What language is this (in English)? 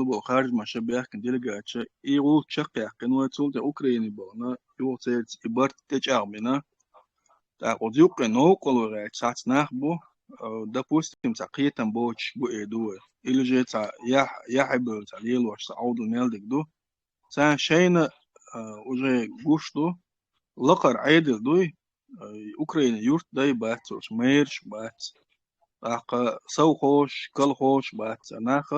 Chechen